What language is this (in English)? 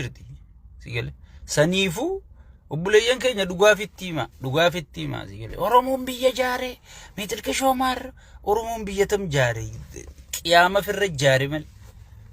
Oromo